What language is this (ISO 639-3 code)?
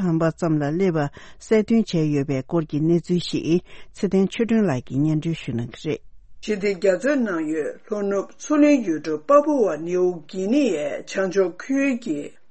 bod